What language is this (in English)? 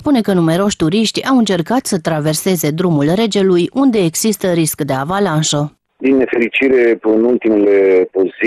Romanian